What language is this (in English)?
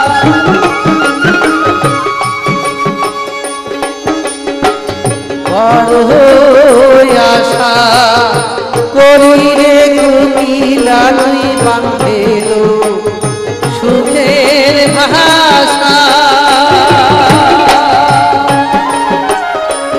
Bangla